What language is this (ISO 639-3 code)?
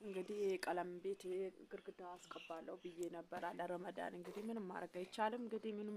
amh